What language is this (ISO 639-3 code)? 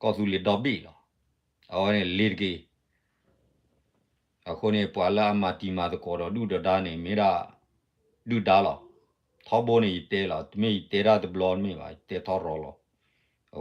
ksw